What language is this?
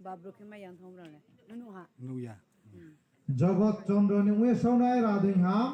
Riang (India)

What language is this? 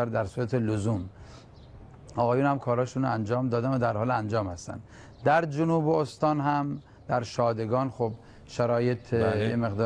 Persian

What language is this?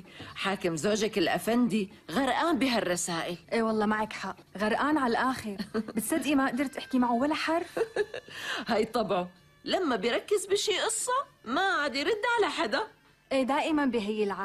North Levantine Arabic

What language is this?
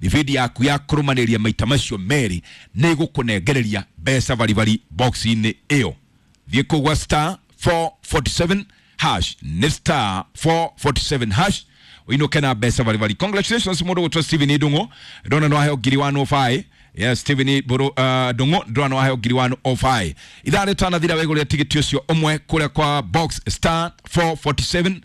Kikuyu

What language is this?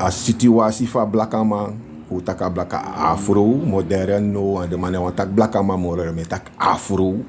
Sranan Tongo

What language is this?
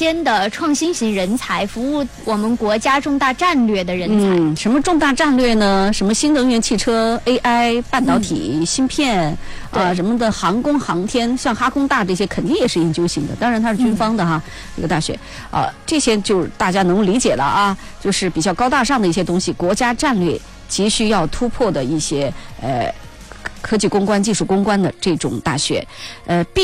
Chinese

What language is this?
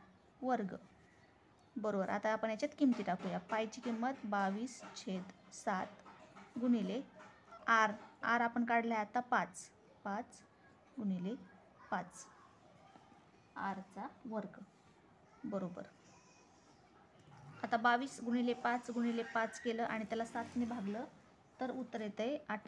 Marathi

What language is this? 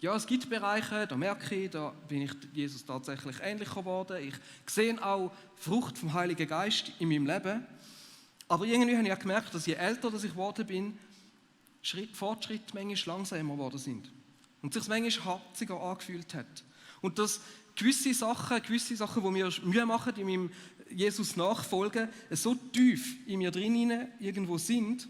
Swiss German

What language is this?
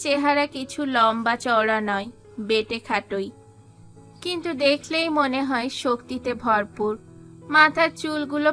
Bangla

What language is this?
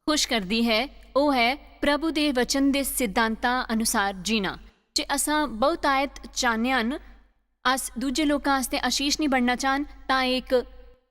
Dogri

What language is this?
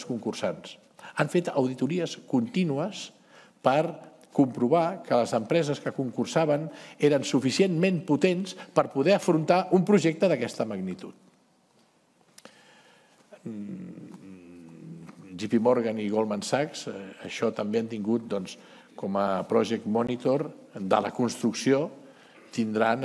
Catalan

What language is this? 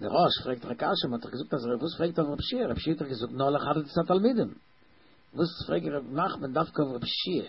Yiddish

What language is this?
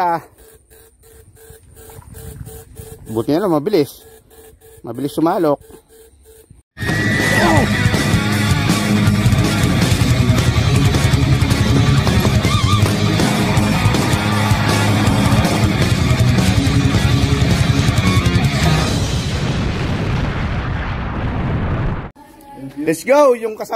Filipino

